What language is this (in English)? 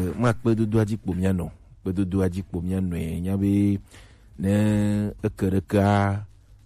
Gen